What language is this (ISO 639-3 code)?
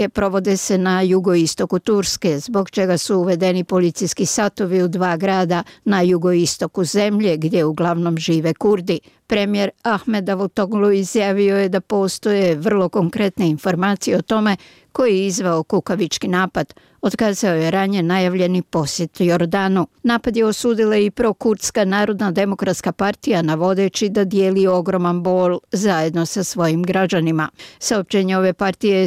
bos